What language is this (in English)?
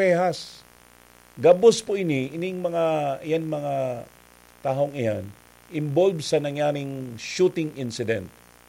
Bikol